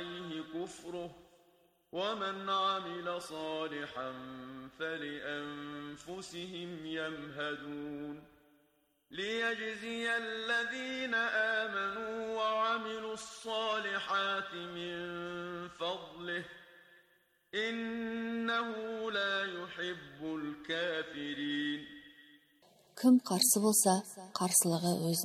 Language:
Kazakh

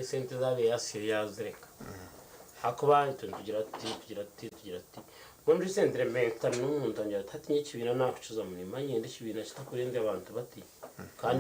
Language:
Nyankole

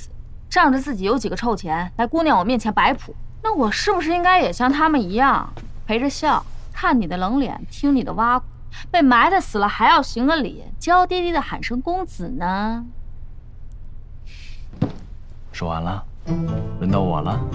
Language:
Chinese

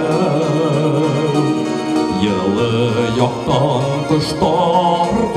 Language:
Bashkir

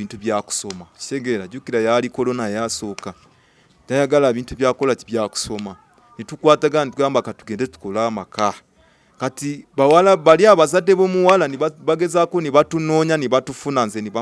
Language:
Ganda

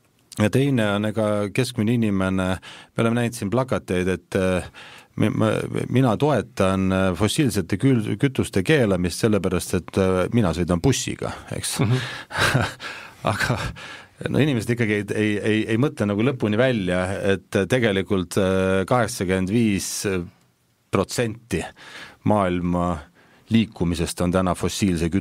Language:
Estonian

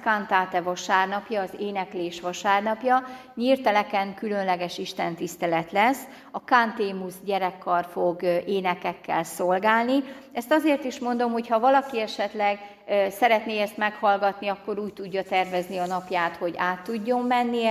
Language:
Hungarian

